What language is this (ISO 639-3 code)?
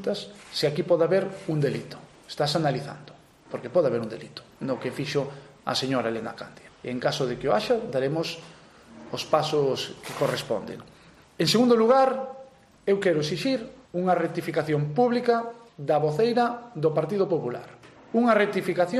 glg